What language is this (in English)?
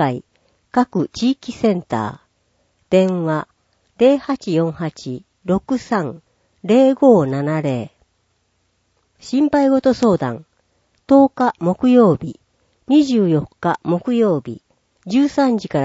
Japanese